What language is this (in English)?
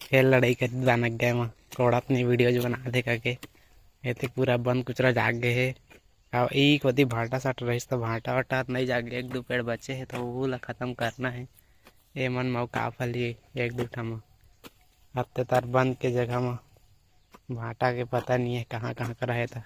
Chhattisgarhi